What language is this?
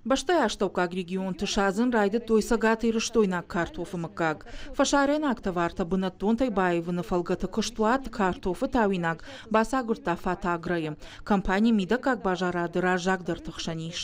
Ossetic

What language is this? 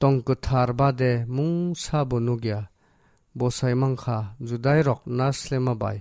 Kok Borok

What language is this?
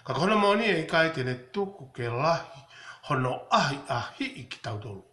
Tongan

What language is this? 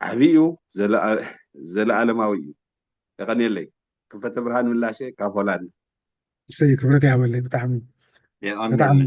Tigrinya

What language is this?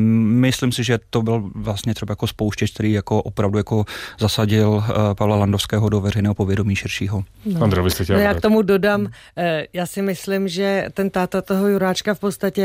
Czech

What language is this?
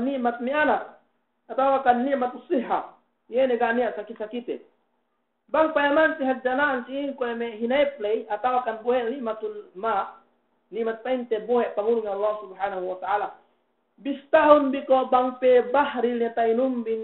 Yakan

